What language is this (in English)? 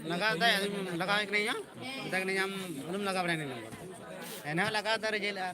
Santali